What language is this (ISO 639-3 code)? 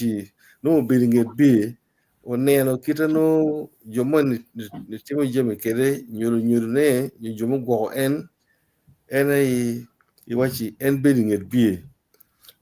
ach